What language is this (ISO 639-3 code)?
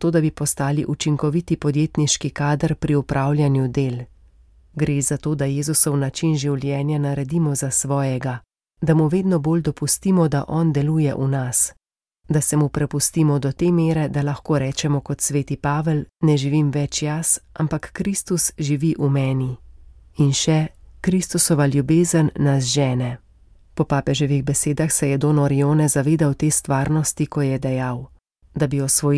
slv